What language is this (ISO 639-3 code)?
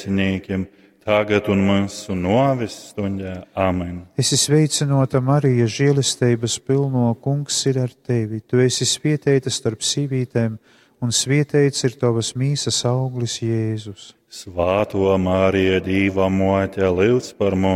ltg